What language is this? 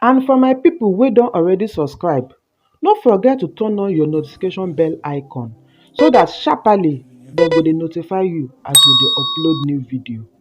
Nigerian Pidgin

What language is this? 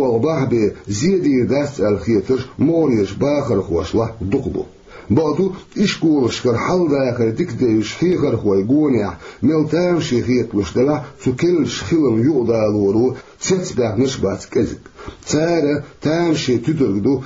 Chechen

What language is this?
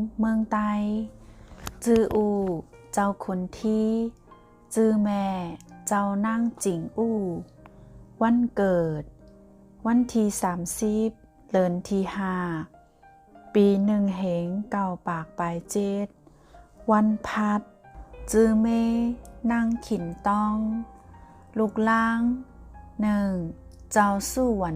Shan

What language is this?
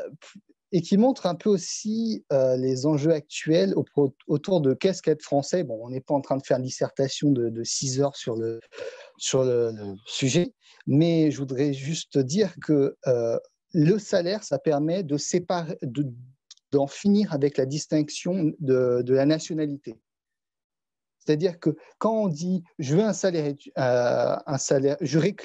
French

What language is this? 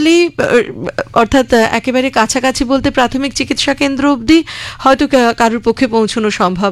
Bangla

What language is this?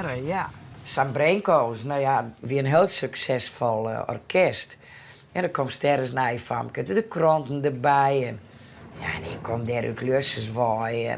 Western Frisian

